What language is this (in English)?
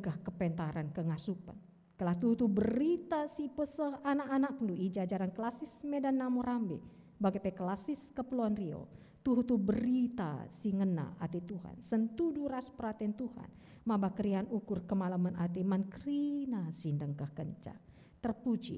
Batak Karo